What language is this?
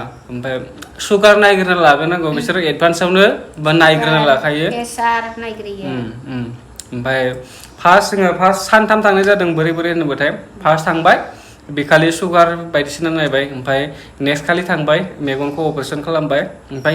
Bodo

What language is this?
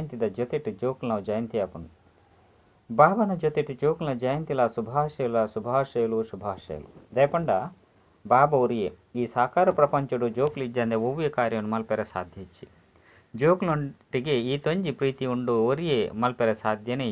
Tulu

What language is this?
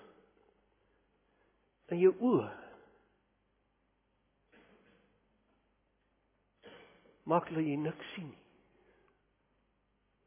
Afrikaans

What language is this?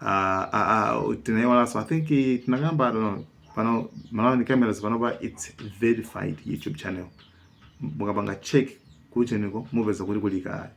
Nyanja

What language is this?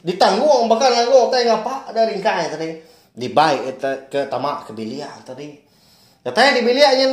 Iban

